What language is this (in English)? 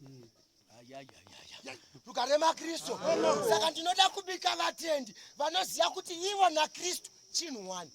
Shona